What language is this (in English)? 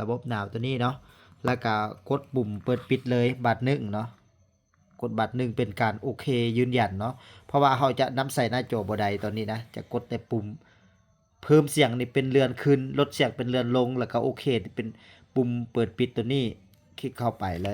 Lao